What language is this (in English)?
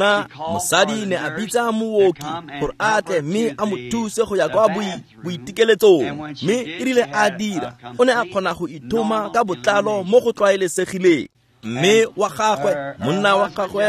Tswana